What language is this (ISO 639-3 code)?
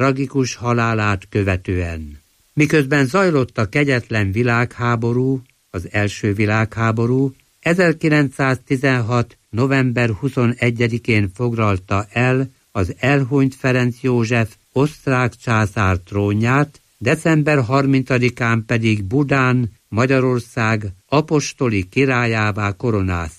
hun